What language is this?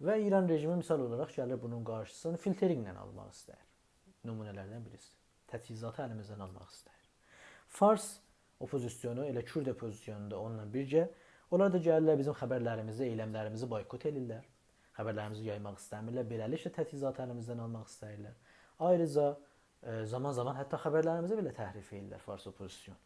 South Azerbaijani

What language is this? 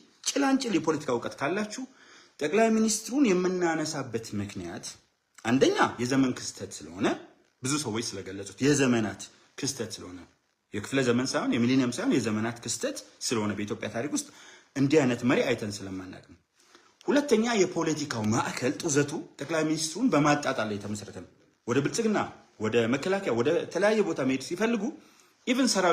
Amharic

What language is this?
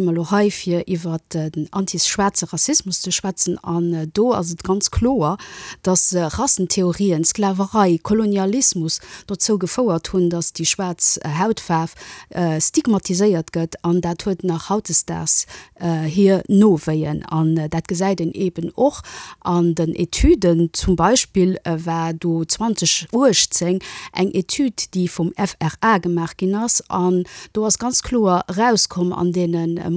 Luxembourgish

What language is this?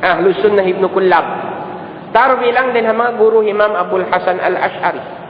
Tausug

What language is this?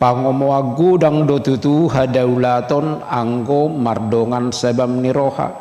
Batak Toba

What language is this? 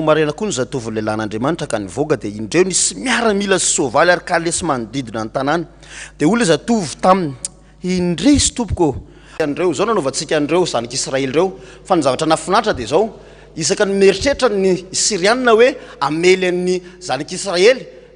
Malagasy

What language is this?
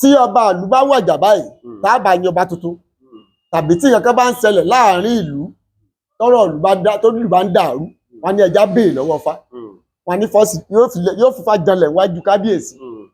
Yoruba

